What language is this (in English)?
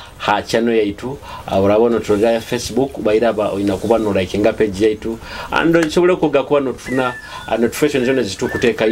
Nyoro